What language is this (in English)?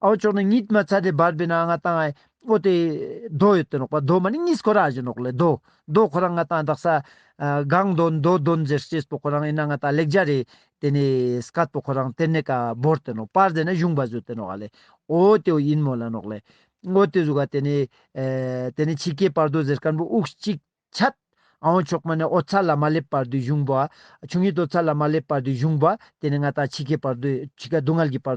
Ladakhi